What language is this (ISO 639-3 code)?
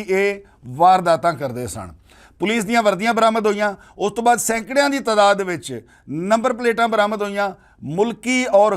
lah